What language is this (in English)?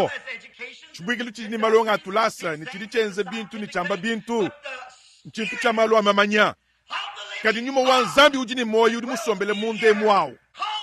Luba-Lulua